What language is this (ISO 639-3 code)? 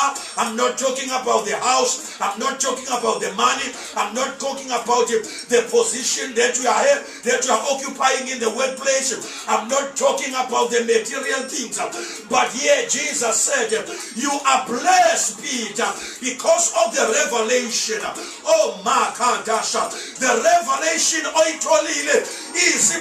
zul